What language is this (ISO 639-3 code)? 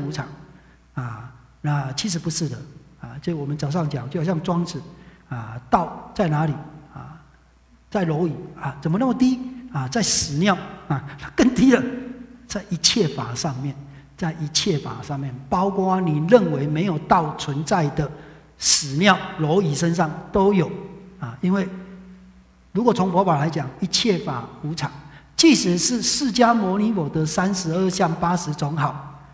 zho